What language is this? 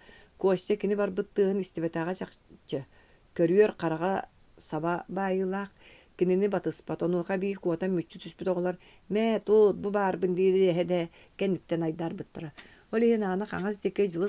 Yakut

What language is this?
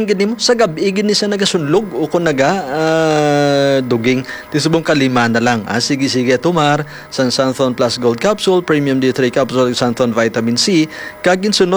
Hiligaynon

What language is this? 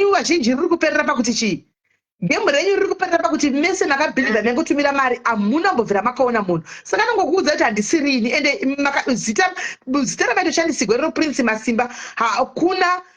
Shona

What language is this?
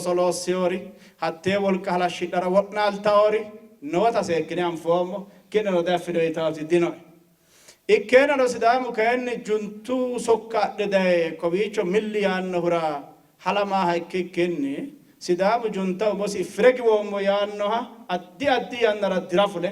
Sidamo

